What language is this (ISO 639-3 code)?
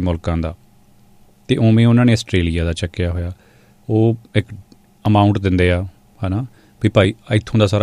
pan